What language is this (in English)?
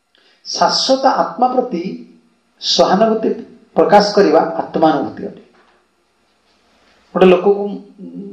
Odia